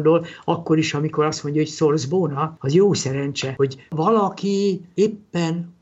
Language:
Hungarian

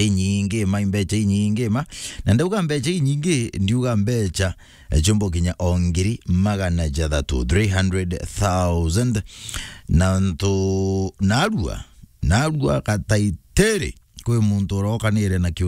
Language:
Meru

